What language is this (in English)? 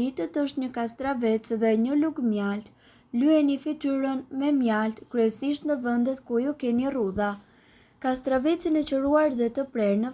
Albanian